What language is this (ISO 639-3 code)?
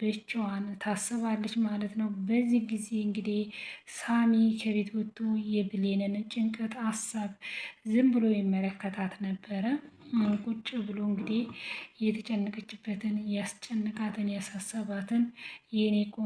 amh